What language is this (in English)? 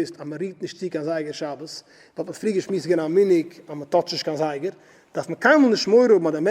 Yiddish